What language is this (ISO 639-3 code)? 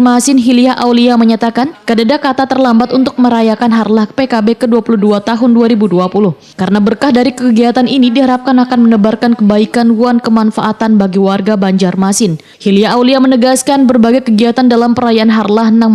bjn